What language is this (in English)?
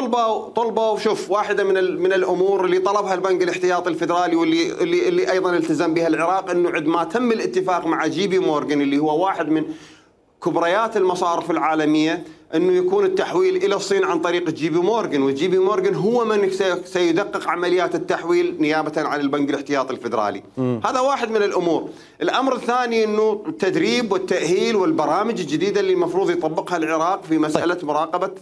Mesopotamian Arabic